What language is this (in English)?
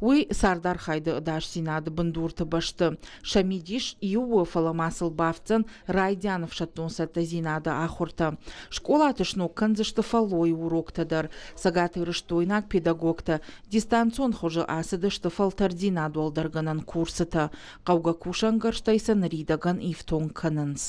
Ossetic